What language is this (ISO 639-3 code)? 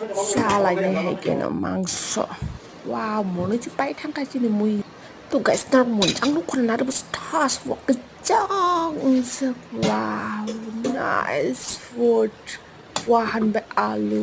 trp